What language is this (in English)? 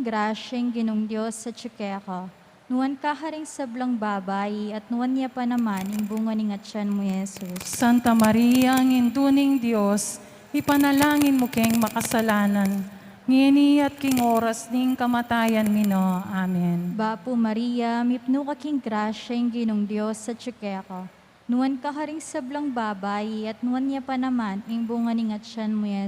Pampanga